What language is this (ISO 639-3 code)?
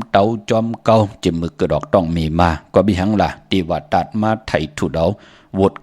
shn